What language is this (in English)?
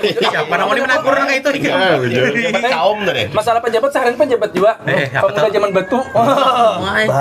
Banjar